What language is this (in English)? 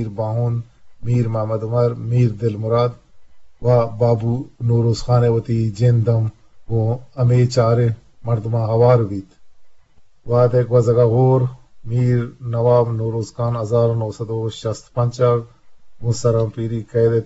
Eastern Balochi